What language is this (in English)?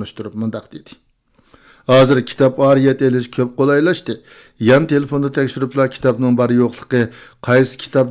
Uyghur